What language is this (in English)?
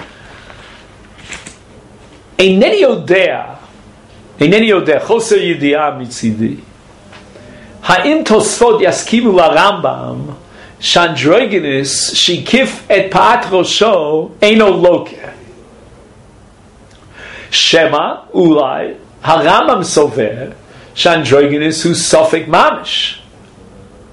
Hebrew